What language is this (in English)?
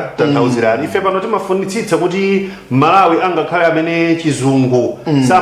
Nyanja